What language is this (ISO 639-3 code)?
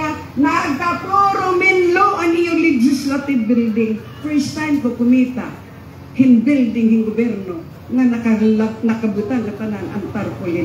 war